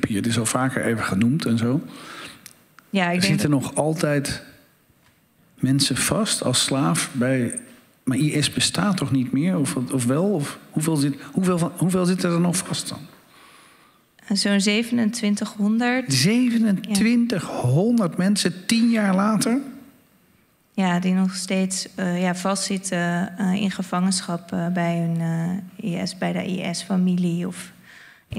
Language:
Dutch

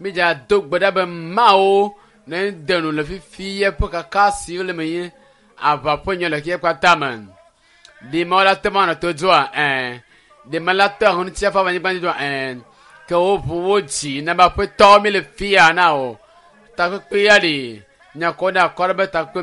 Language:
Ewe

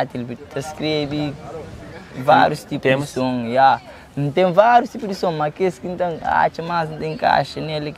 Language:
Kabuverdianu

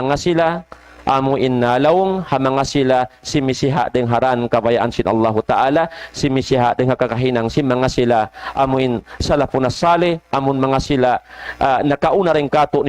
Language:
Tausug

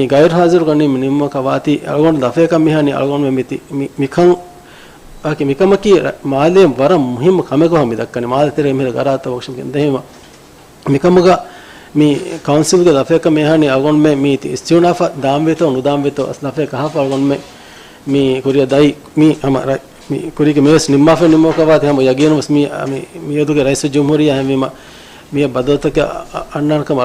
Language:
Divehi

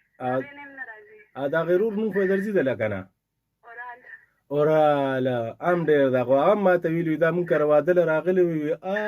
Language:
Pashto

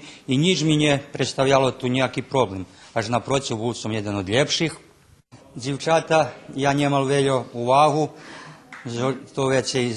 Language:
Rusyn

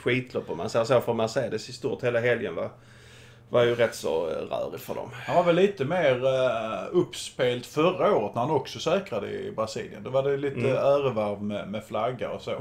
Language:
Swedish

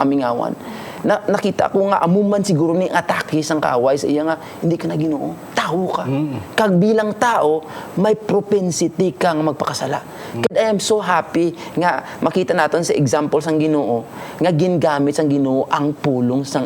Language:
Hiligaynon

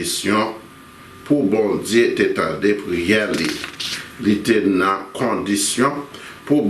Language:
Haitian Creole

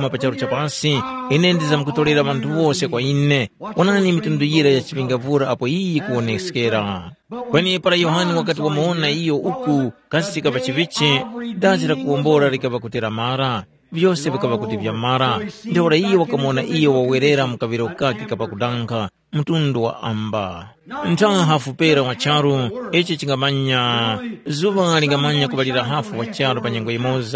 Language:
Tumbuka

